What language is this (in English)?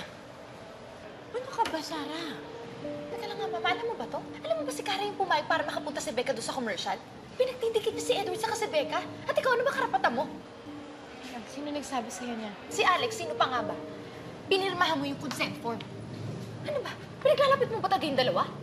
Filipino